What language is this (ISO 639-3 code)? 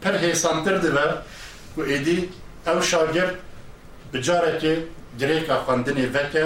kur